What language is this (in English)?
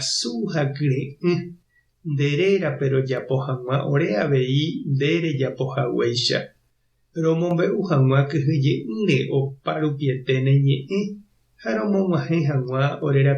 Guarani